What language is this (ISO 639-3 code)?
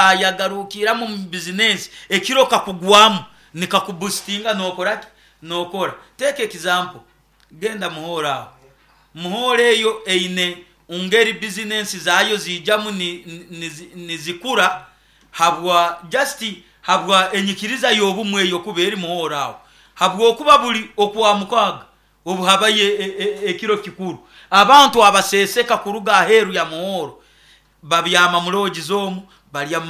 nyo